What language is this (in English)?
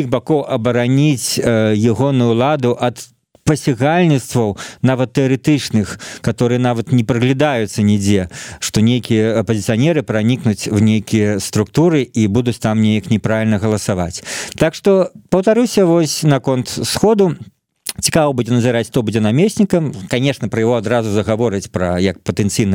Belarusian